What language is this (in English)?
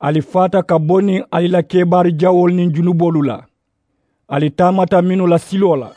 Mandingo